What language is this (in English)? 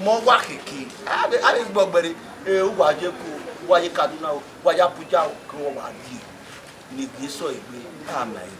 Bini